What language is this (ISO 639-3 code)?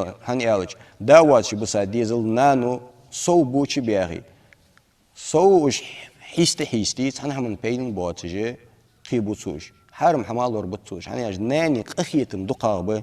inh